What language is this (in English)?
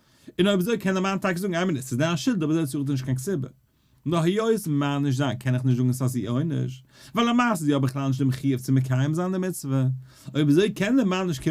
Yiddish